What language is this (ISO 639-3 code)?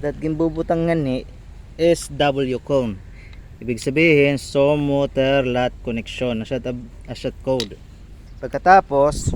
war